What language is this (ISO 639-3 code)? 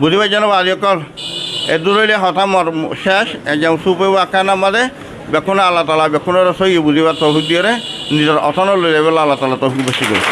rhg